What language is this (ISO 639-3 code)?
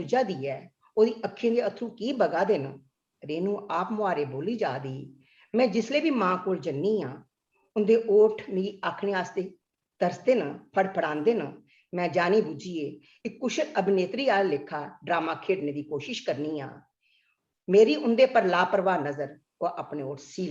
doi